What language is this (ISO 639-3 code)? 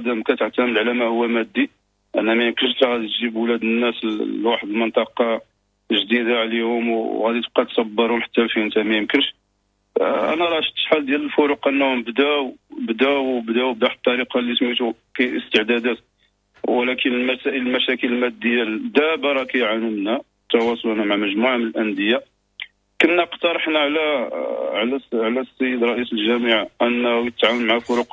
ary